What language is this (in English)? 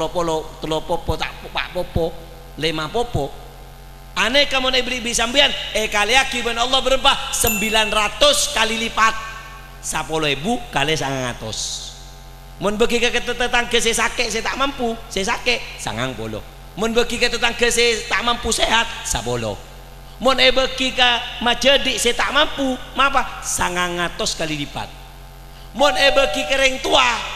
Madurese